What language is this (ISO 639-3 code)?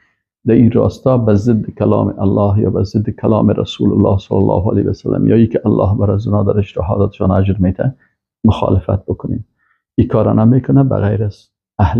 fas